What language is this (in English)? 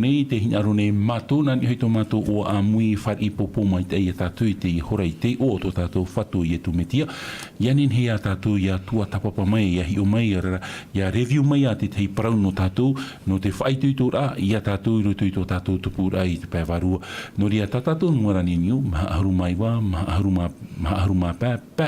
Tahitian